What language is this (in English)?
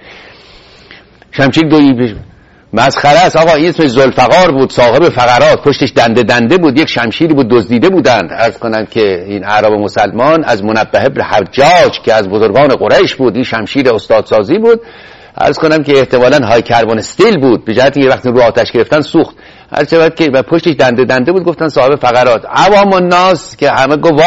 Persian